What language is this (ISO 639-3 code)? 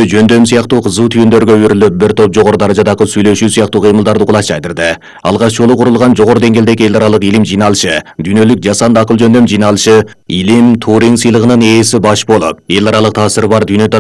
kir